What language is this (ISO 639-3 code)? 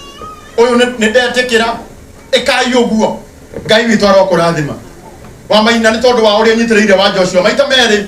kik